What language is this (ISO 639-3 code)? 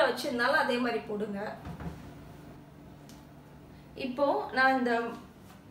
tam